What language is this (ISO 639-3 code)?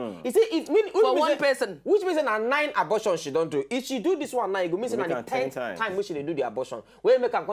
pcm